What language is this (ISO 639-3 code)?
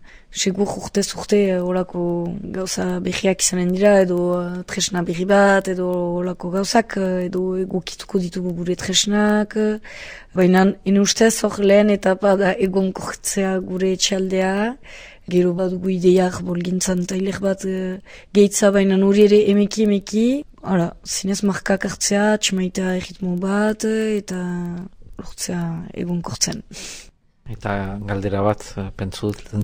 eus